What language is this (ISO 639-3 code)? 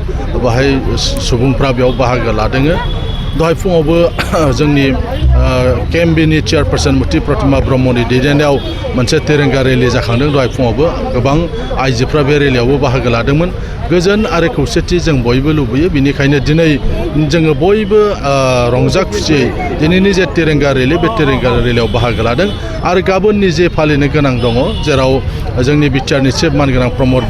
brx